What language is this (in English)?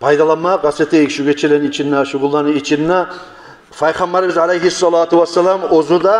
Kumyk